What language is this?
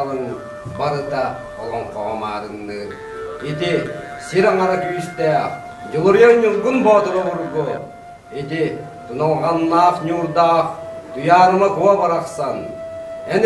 Yakut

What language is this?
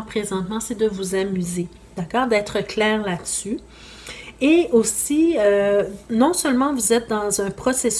French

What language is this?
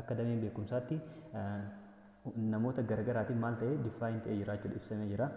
Oromo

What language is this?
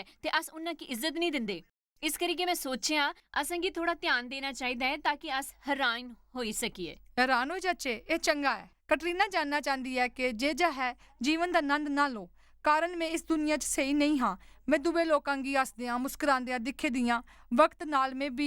Dogri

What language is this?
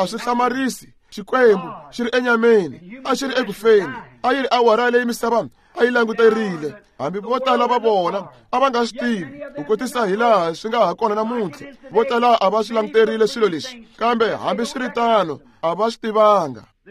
Tsonga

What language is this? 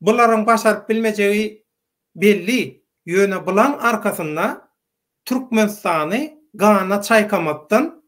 Turkmen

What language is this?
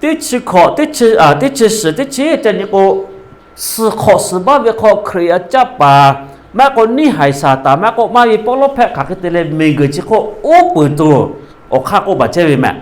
Lahu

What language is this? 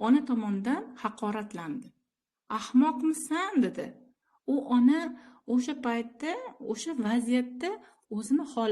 Uzbek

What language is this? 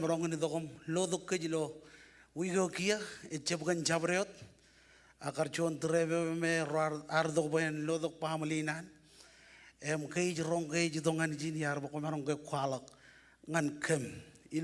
Marshallese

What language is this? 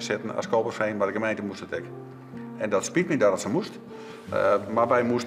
Western Frisian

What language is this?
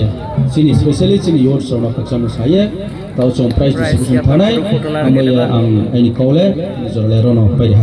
Kok Borok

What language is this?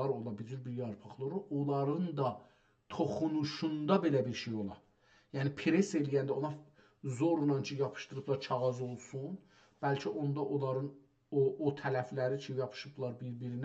South Azerbaijani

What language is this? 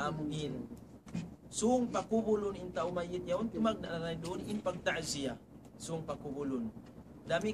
Tausug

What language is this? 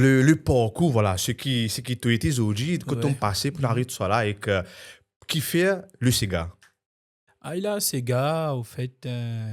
Morisyen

